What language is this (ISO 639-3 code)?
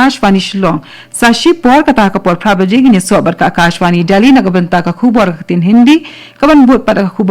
kha